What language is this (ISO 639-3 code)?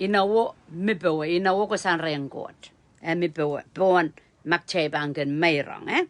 pon